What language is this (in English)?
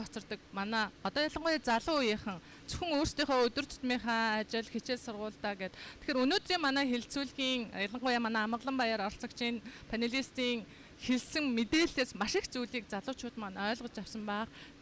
Mongolian